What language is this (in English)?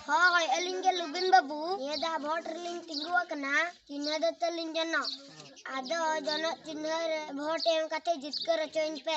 Santali